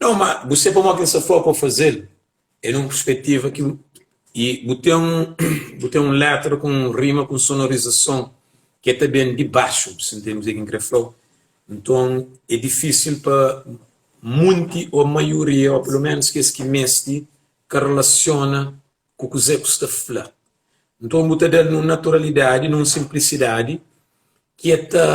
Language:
Kabuverdianu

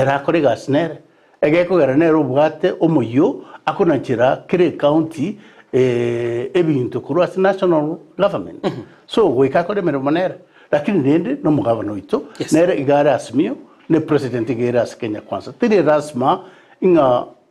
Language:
Gusii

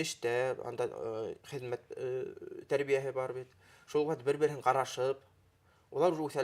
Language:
Bashkir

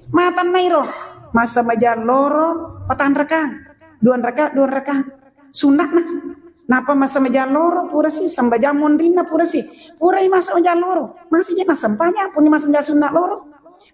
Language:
Buginese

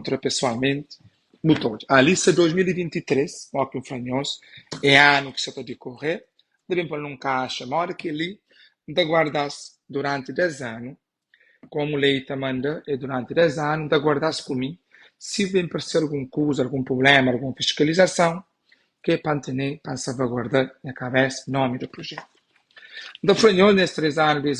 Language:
Kabuverdianu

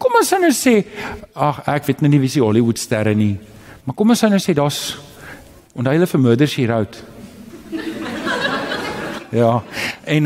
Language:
Afrikaans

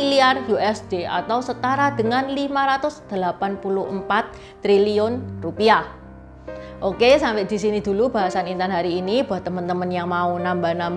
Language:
Indonesian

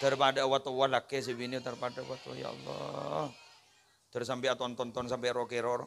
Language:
Madurese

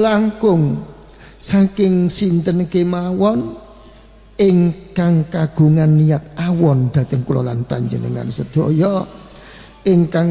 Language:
Javanese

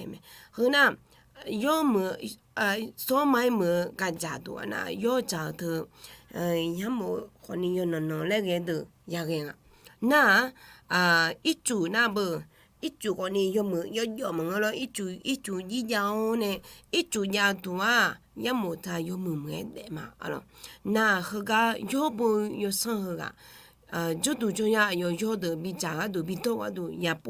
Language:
Akha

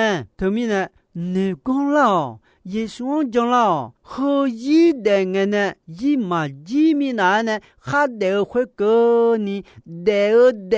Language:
Akha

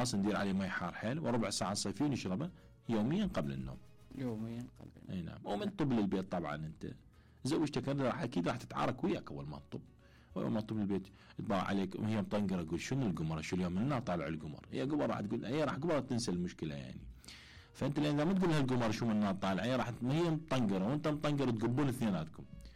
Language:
Mesopotamian Arabic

